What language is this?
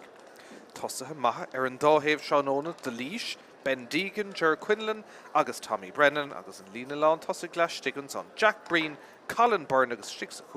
Irish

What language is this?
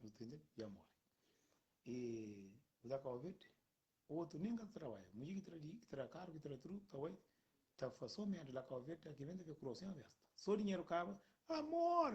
Kabuverdianu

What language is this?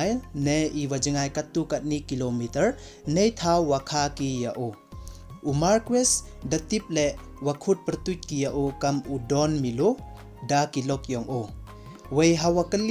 Pnar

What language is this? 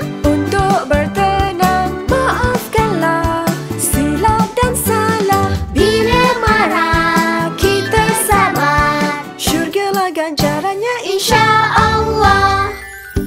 Malay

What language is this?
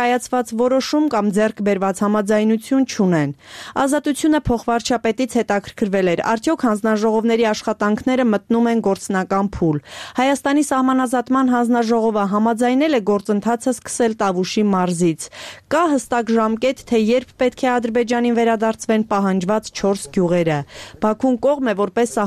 Armenian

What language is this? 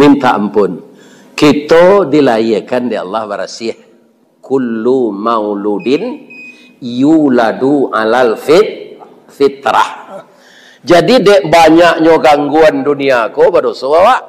Minangkabau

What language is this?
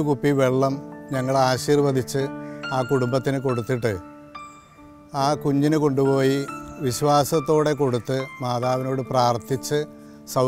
Malayalam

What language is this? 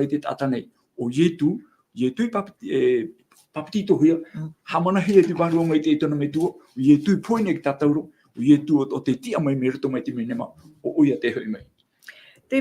Tahitian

